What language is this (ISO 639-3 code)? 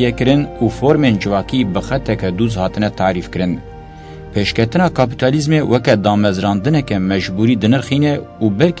kur